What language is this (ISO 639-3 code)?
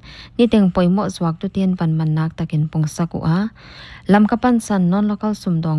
pck